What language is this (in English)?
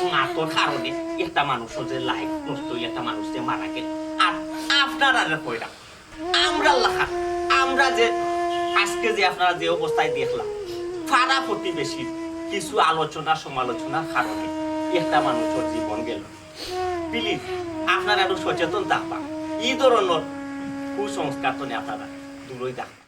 Sylheti